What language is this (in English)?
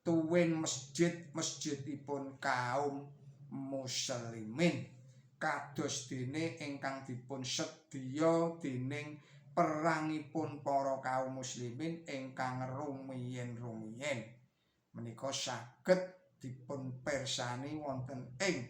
Javanese